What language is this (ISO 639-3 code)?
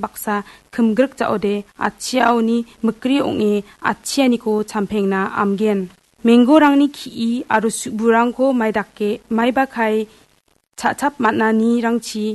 grt